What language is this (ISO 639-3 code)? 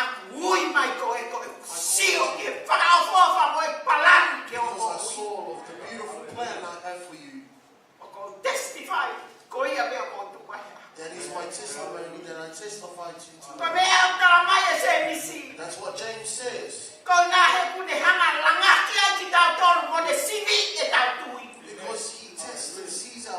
ton